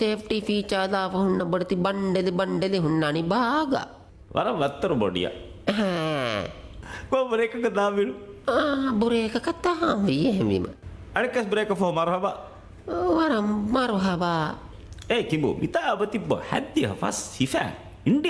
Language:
Divehi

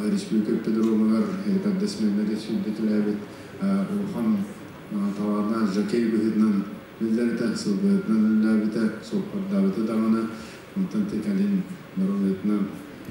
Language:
Yakut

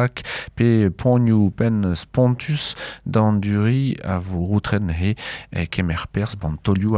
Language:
Breton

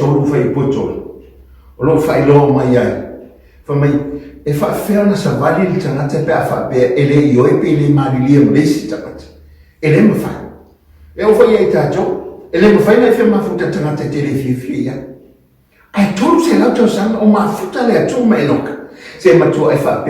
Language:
Samoan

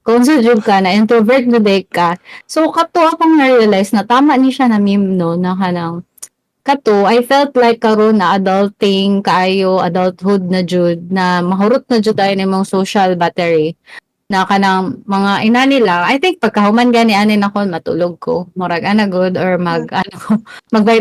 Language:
Cebuano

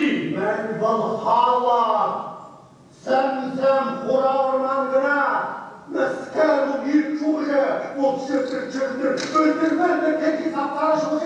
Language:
Chuvash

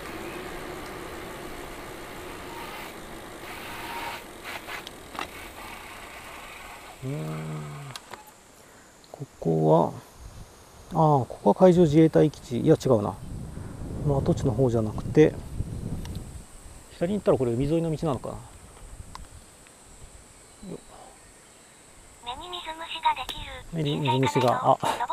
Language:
Japanese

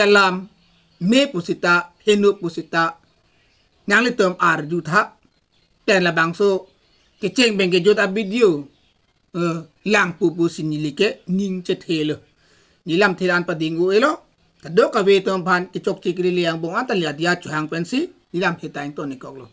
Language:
Karbi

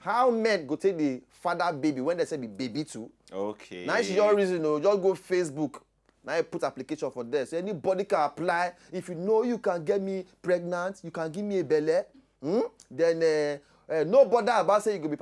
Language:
Nigerian Pidgin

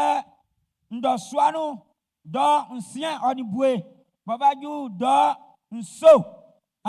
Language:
Baoulé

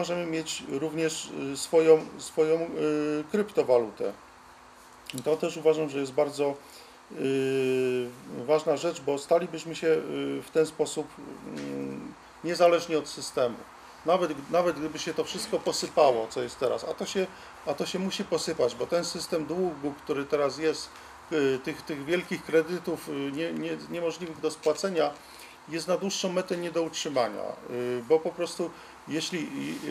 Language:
Polish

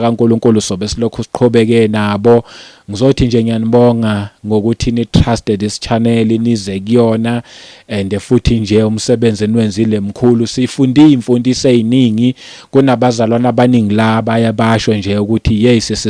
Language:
Zulu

